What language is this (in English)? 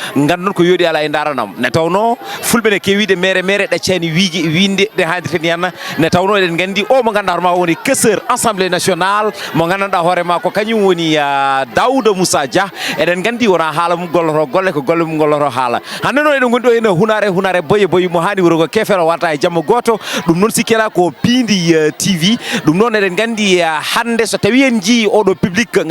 Fula